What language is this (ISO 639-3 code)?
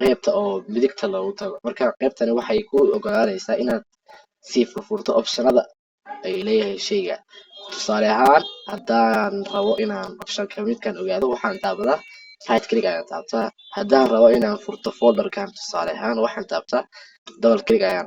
som